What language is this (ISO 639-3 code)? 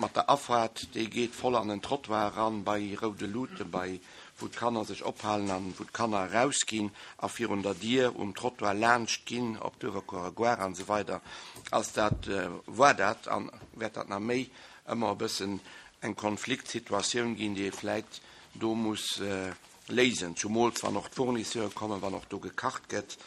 ltz